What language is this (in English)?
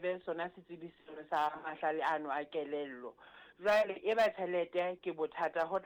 Southern Sotho